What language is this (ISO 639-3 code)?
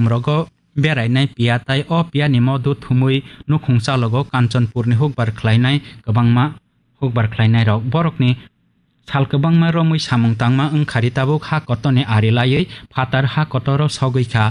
trp